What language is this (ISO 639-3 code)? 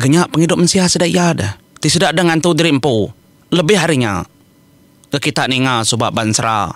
iba